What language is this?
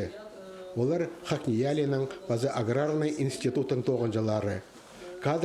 Khakas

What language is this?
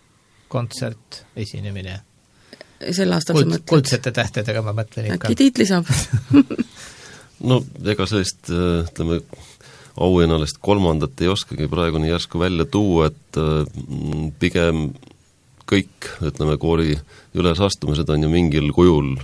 Estonian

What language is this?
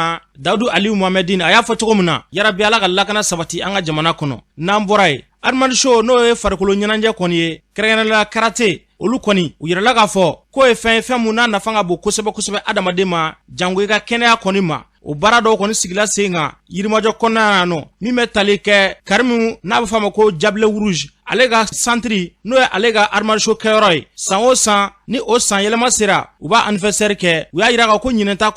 Bambara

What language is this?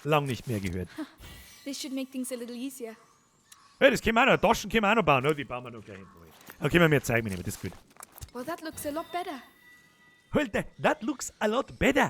Bavarian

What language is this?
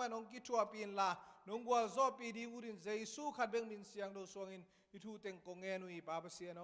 Tedim Chin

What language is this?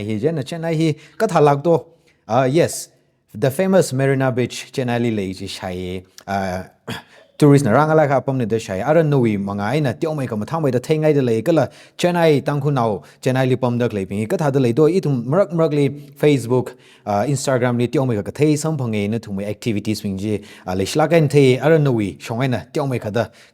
Tangkhul Naga (India)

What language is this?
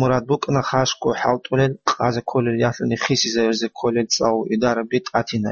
Avaric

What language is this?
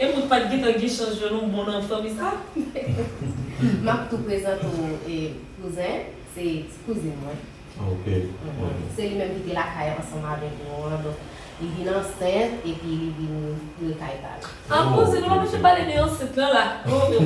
Haitian Creole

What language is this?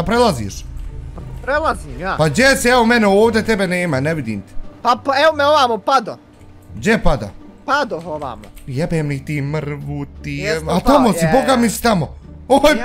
Bosnian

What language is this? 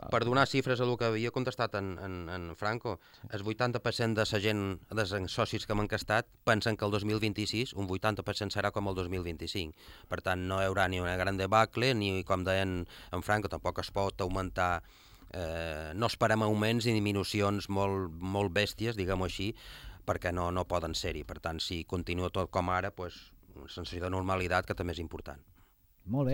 Catalan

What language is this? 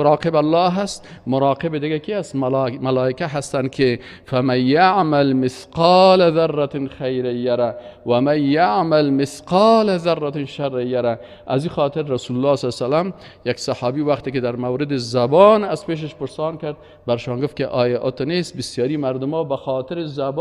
Tajik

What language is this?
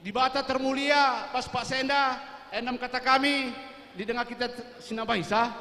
Batak Karo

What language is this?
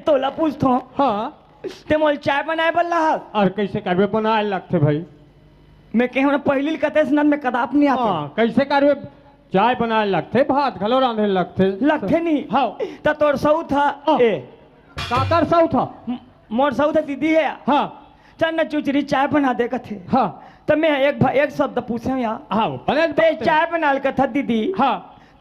Chhattisgarhi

